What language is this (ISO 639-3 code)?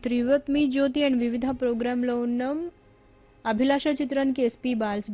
tel